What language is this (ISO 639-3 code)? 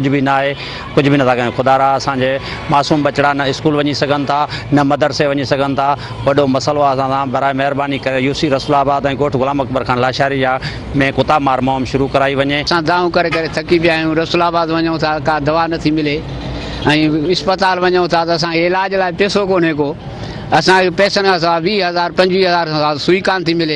snd